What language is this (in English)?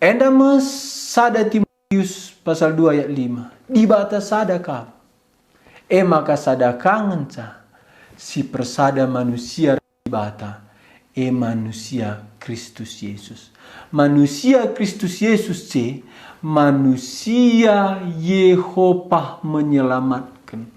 Batak Karo